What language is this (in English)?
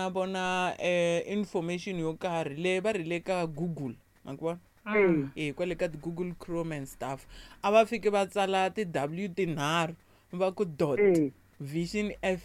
Tsonga